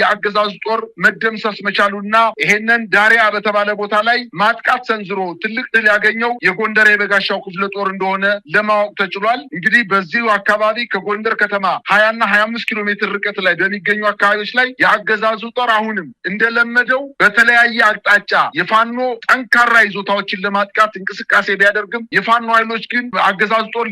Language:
Amharic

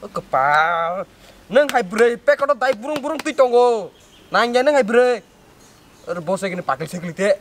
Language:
Kok Borok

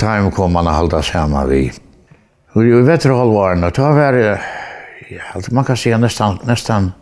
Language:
Faroese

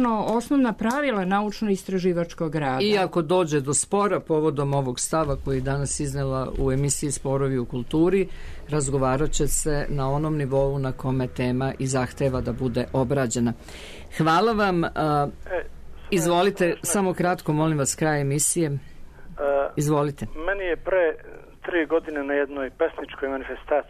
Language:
Serbian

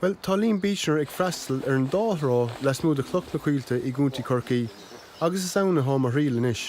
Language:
Irish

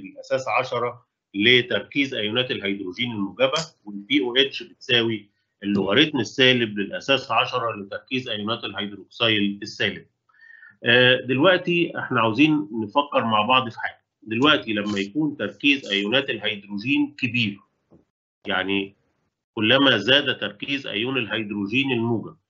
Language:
Egyptian Arabic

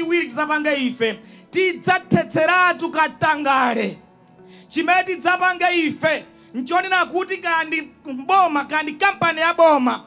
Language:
Nyanja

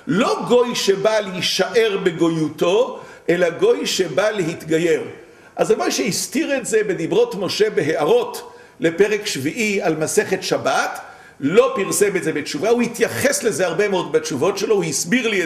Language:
Hebrew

